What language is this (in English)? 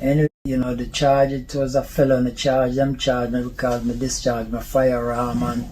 Jamaican Creole English